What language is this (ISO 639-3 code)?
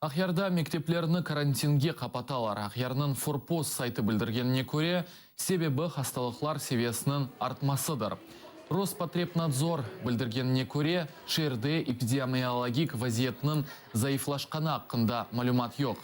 crh